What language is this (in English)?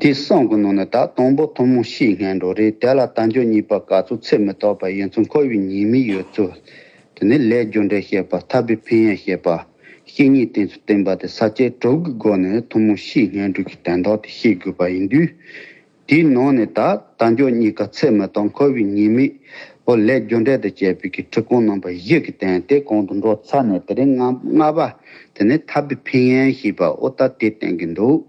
Tibetan